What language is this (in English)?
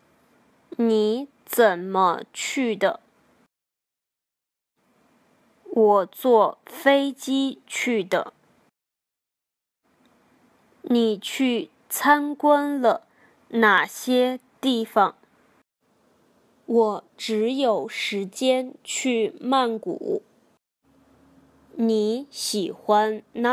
Chinese